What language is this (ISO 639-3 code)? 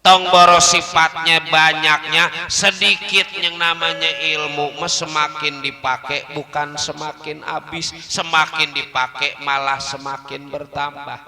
bew